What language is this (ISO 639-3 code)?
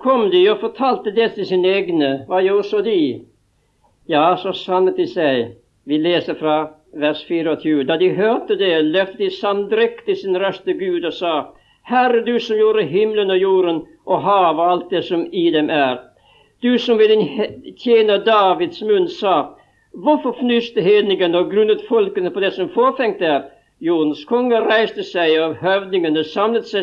nor